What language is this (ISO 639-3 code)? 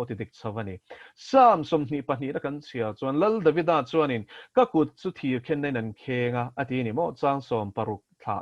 lus